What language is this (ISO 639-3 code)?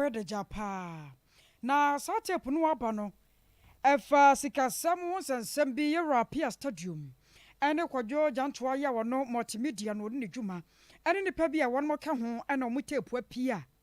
aka